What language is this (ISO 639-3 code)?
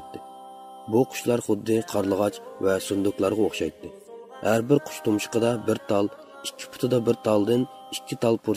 uig